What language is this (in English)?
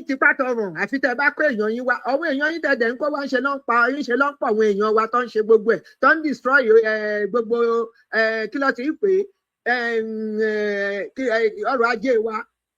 Yoruba